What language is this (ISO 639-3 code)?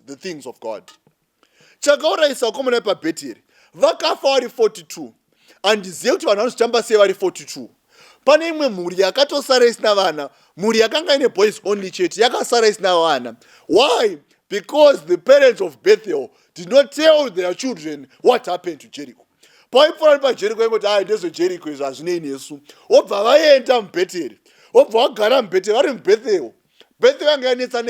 sna